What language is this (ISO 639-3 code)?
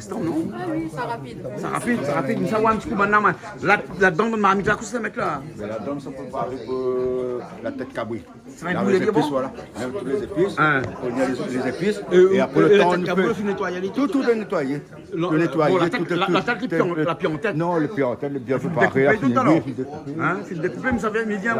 rcf